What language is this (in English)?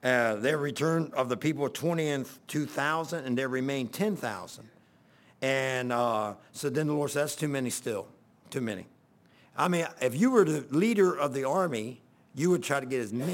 English